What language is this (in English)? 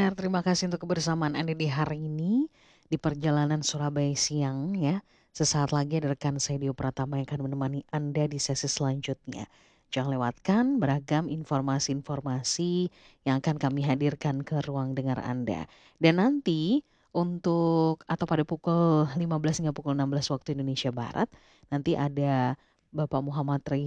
Indonesian